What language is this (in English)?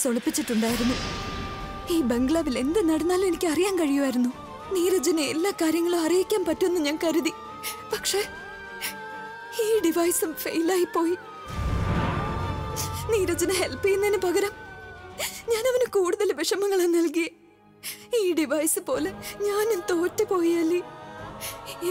Malayalam